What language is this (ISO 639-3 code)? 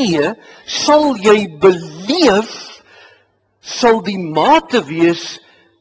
afr